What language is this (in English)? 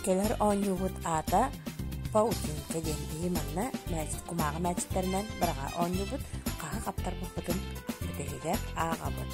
Yakut